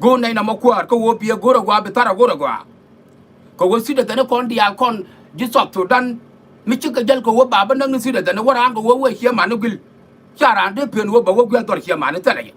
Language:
Nuer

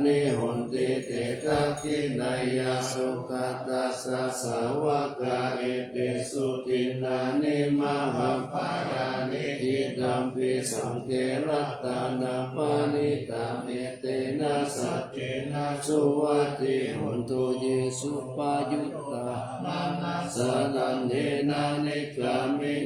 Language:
Pali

